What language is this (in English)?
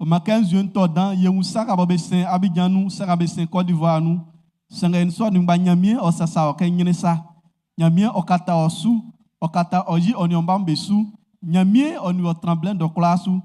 Baoulé